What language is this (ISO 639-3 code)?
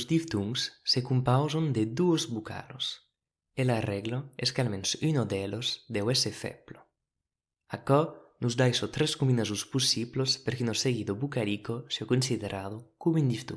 oci